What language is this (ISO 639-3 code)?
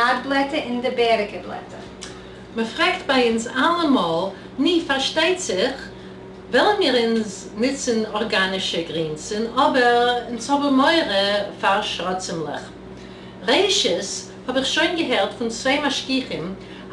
yid